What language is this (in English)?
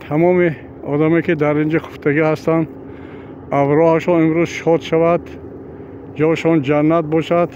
Tajik